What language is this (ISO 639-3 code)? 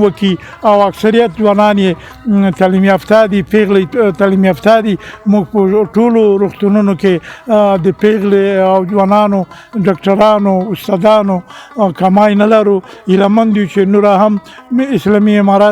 pus